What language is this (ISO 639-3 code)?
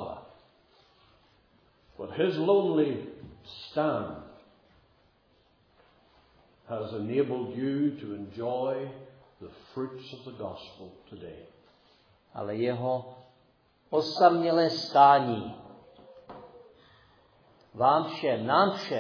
ces